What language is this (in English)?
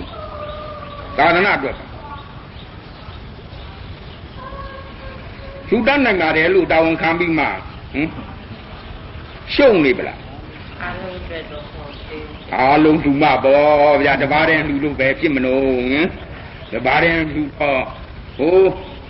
Burmese